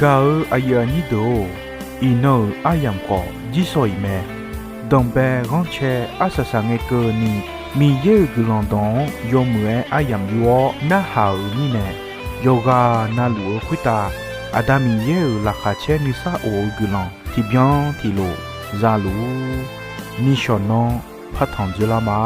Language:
Akha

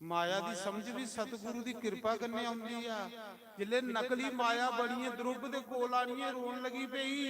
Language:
Dogri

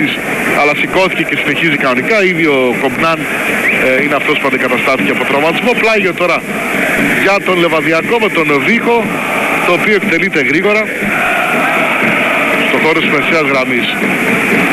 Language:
Greek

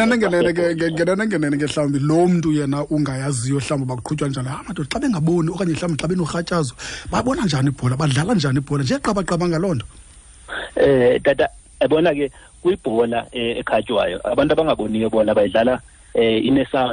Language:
Xhosa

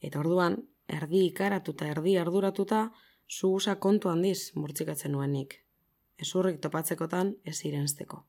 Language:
Basque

